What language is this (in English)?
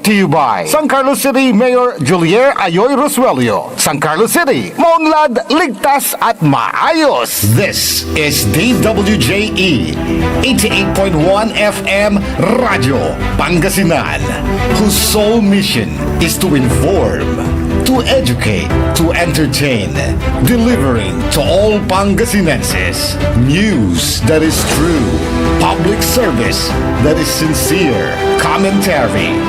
Pangasinan